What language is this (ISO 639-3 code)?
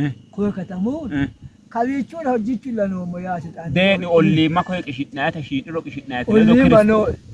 sid